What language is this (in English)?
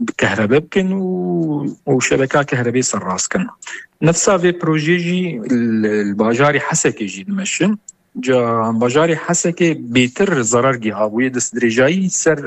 Kurdish